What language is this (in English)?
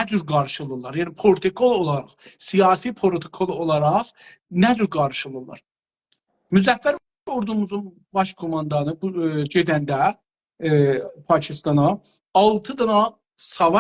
South Azerbaijani